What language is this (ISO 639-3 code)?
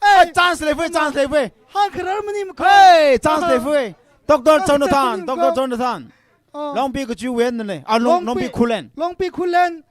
nmf